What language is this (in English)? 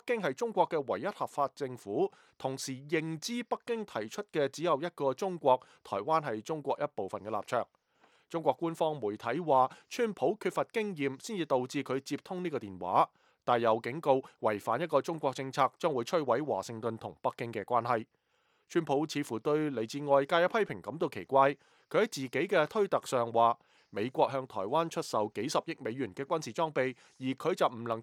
Cantonese